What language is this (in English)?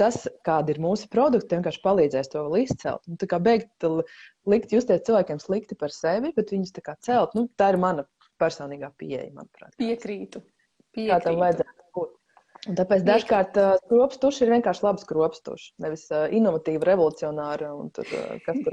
Latvian